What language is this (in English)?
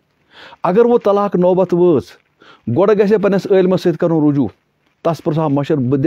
Kashmiri